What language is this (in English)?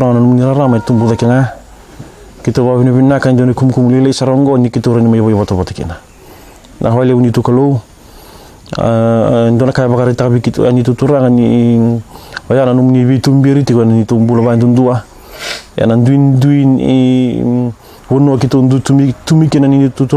Fijian